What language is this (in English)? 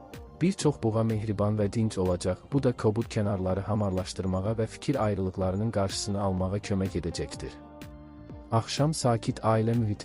Azerbaijani